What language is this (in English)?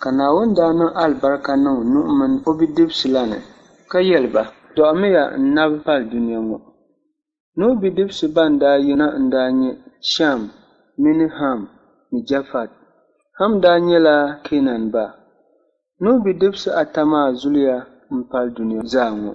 Dagbani